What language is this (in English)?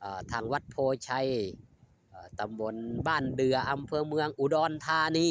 Northeastern Thai